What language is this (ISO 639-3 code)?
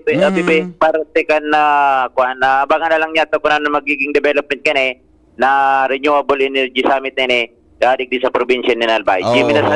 bik